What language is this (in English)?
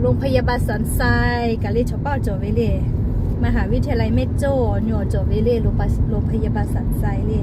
Lahu